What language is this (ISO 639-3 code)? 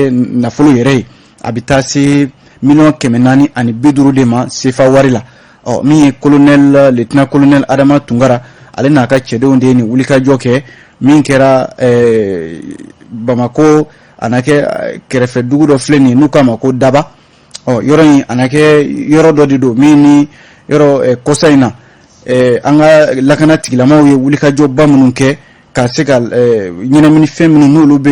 bam